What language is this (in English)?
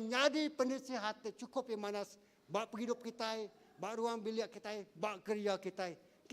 Iban